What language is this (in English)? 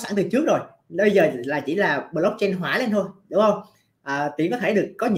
Vietnamese